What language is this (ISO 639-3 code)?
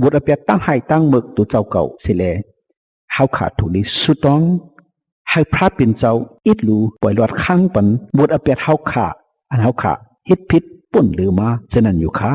shn